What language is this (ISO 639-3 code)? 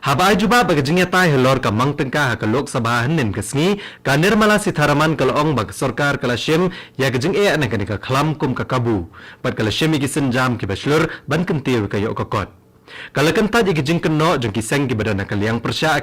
kha